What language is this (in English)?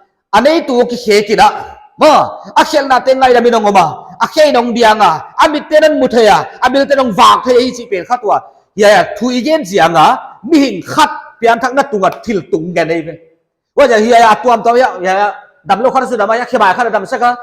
Paite Chin